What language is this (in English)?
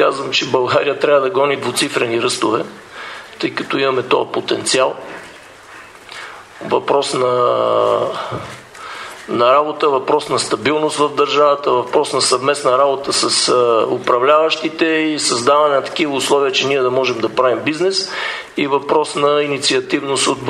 Bulgarian